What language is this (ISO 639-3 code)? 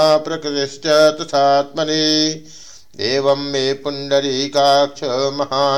san